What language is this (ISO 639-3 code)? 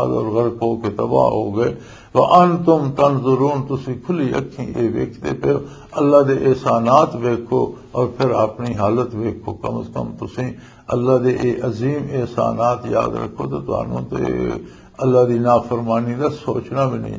lah